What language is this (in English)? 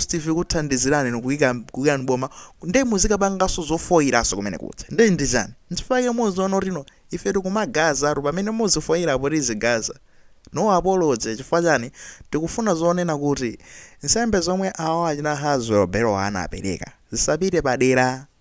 Nyanja